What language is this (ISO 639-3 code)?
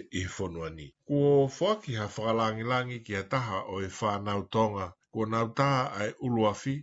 ton